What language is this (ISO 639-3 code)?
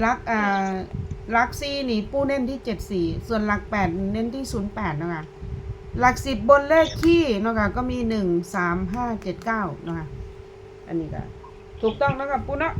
tts